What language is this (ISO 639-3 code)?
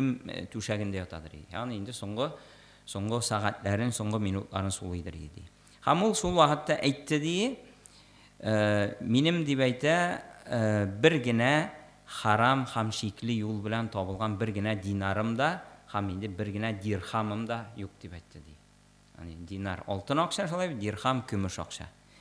tat